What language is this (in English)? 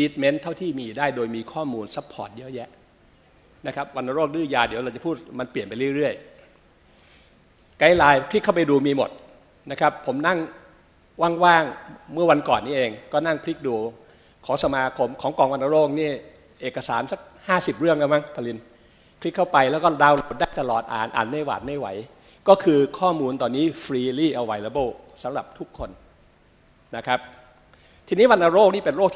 Thai